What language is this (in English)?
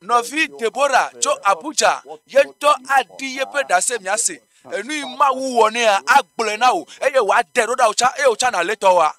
Ewe